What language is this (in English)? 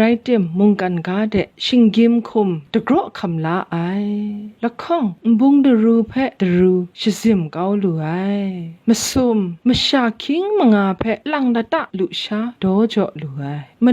Kachin